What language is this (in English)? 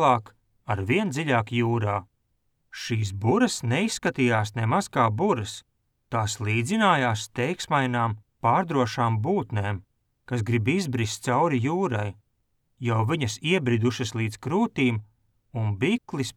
Latvian